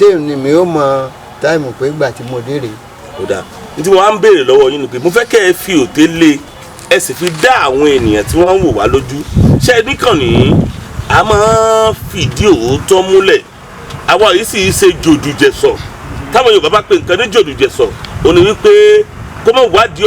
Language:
Yoruba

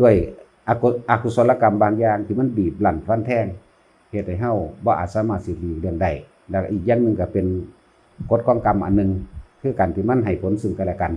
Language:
Northeastern Thai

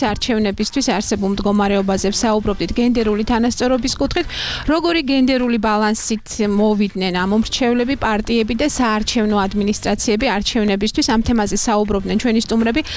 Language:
Georgian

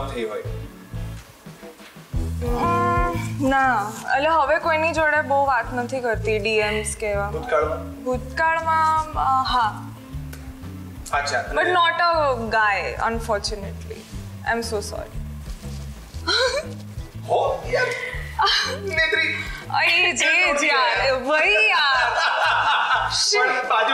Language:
Gujarati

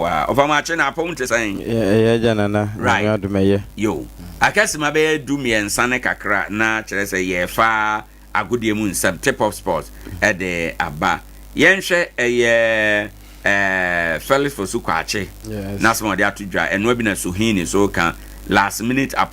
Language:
Akan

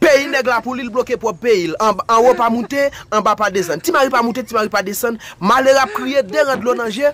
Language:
Haitian Creole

